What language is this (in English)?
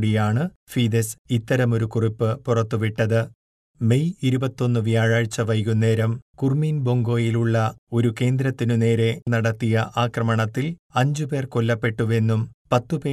Malayalam